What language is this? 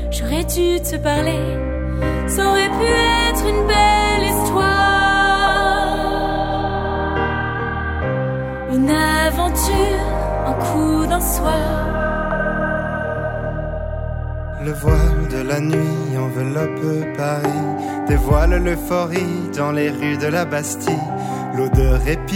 French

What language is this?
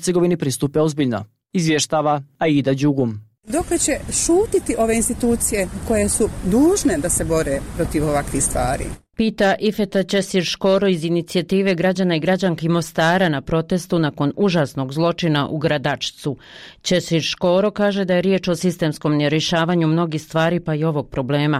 Bosnian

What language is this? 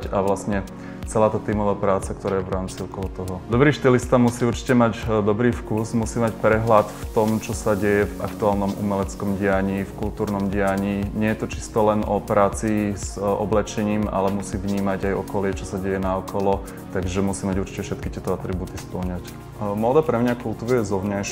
Slovak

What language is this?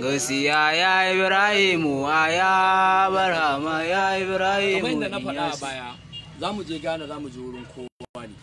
Hausa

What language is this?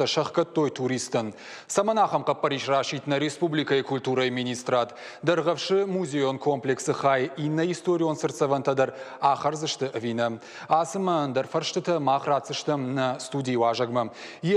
Ossetic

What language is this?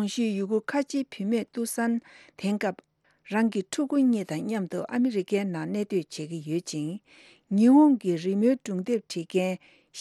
Tibetan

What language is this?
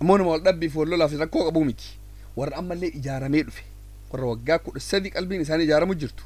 Oromo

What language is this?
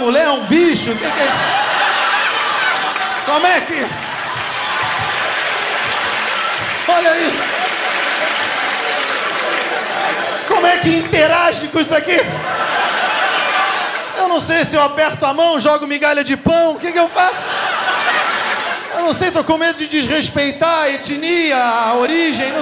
Portuguese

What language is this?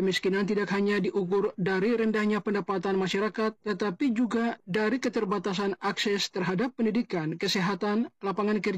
Indonesian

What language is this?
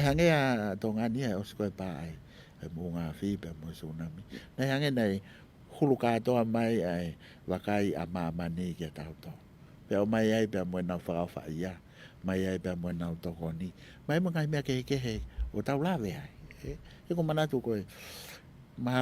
Tongan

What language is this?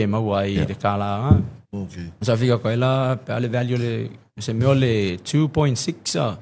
Samoan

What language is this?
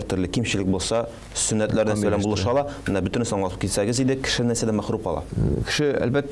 Tatar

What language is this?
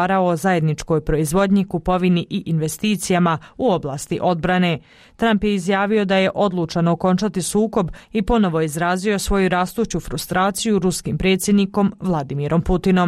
Bosnian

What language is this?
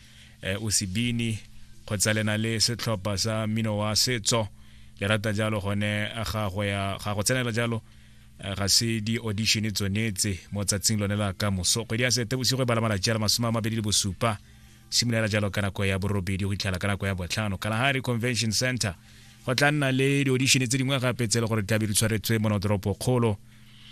Tswana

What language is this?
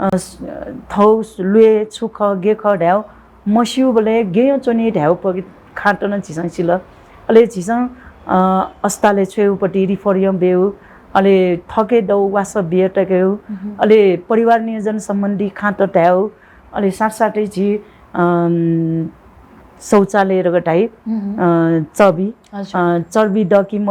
Newari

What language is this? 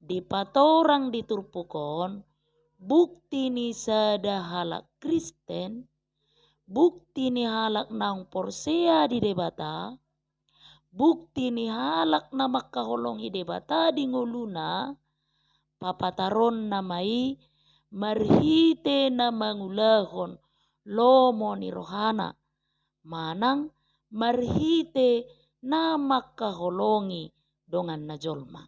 Batak Toba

